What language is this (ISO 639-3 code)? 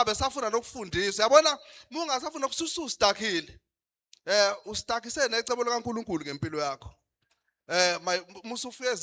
zul